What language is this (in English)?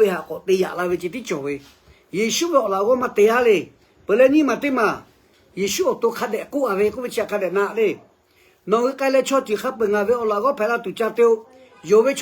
Lahu